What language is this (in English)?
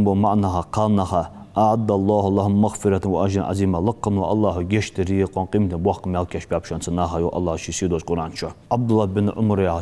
Ingush